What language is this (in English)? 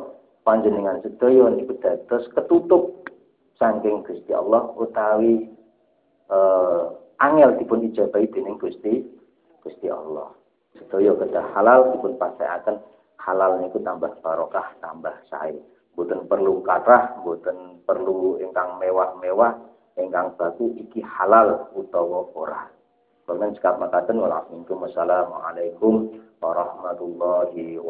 Javanese